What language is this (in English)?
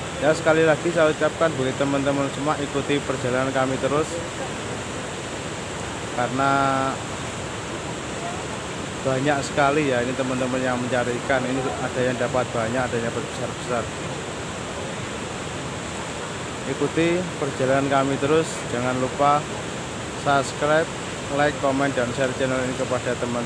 Indonesian